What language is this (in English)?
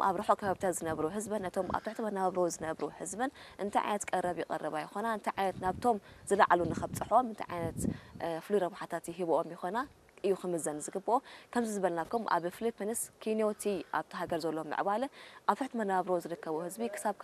Tigrinya